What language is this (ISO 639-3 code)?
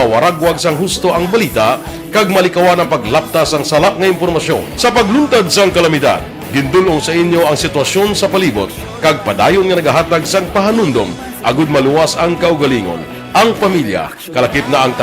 hil